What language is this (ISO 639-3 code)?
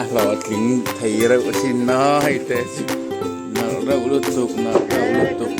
lus